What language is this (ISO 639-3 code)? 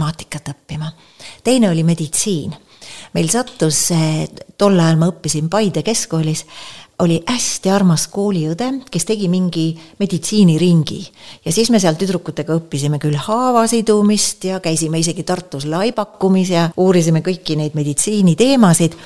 est